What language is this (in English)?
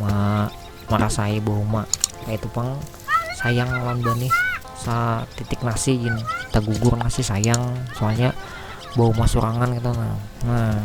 Banjar